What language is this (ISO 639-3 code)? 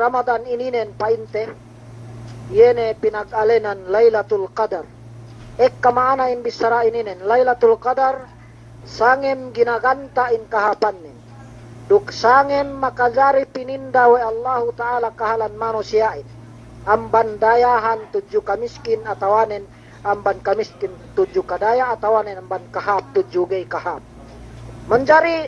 yka